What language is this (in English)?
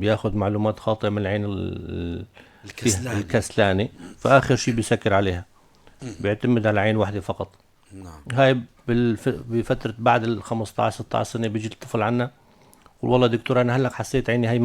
North Levantine Arabic